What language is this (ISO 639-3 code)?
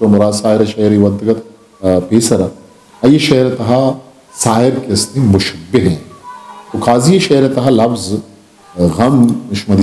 bgp